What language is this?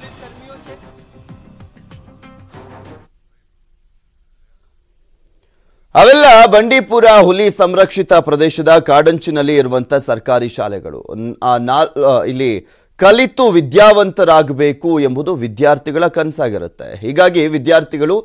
Kannada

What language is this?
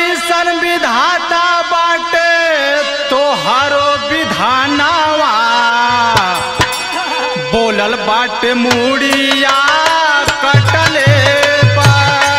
Bhojpuri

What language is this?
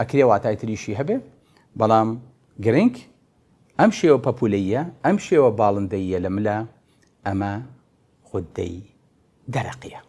Central Kurdish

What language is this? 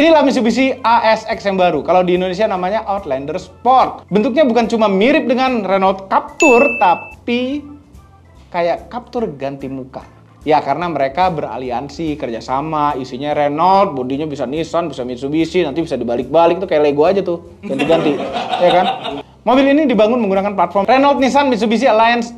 Indonesian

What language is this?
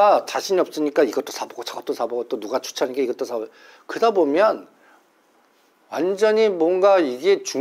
Korean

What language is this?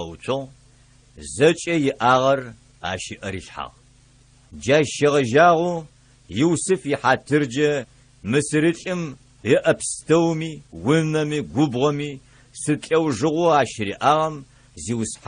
Adyghe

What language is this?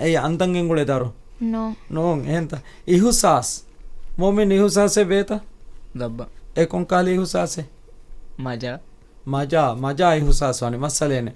Divehi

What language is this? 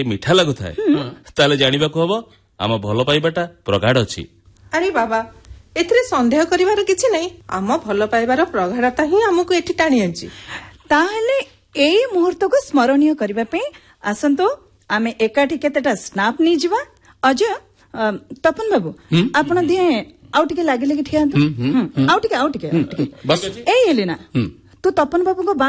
Odia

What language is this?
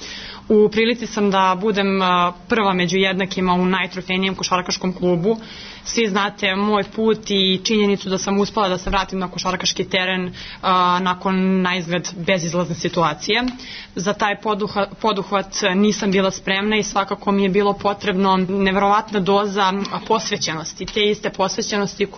Serbian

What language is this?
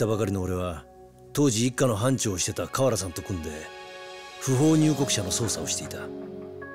Japanese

